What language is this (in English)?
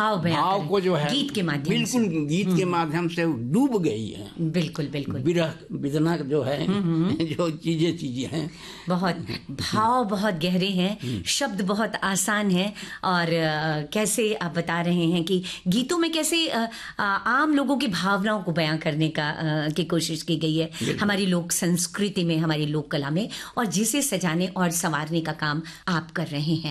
Hindi